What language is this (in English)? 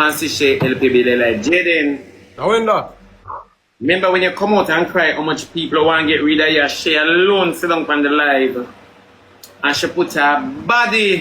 Jamaican Creole English